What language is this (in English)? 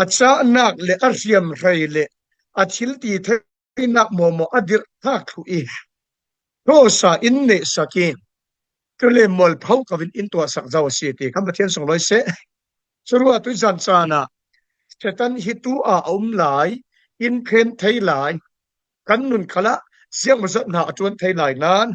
Falam Chin